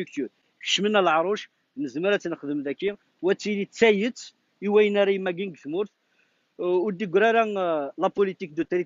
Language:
Kabyle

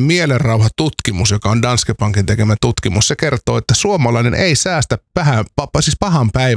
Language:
Finnish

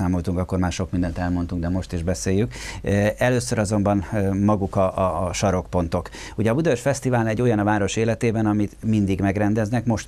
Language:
Hungarian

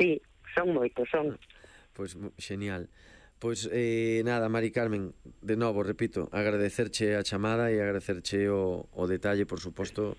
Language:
Galician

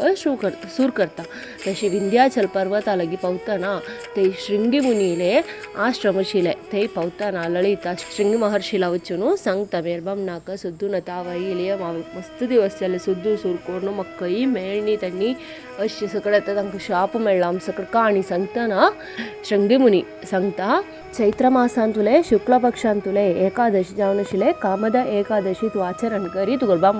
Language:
Konkani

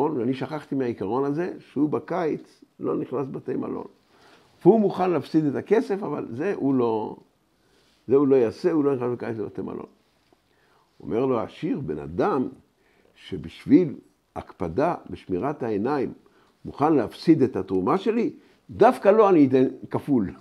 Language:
Hebrew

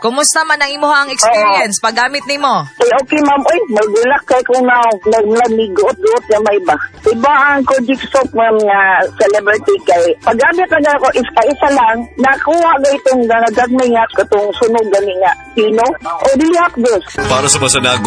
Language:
Cebuano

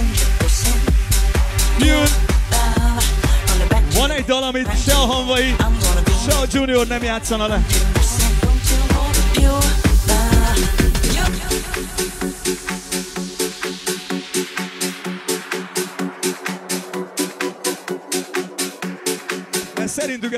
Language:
Hungarian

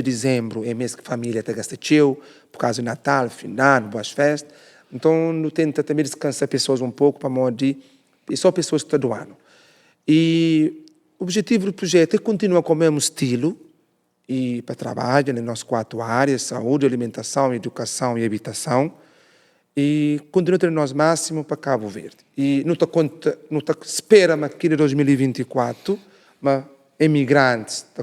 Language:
Kabuverdianu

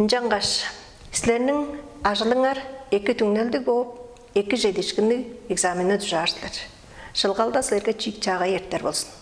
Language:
Tuvinian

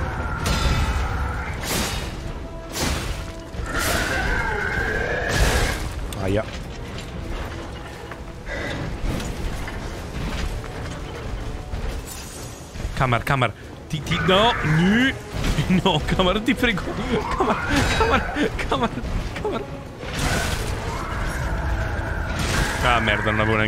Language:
Italian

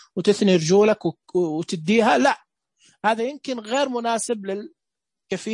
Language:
Najdi Arabic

